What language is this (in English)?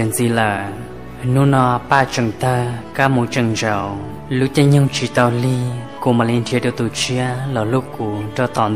Hmong